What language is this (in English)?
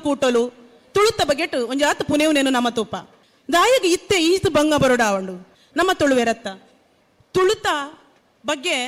Tulu